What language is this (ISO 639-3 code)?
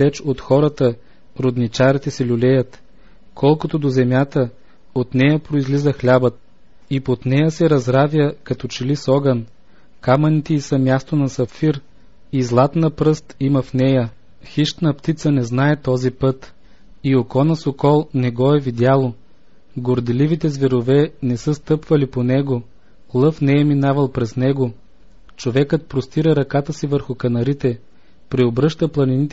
bul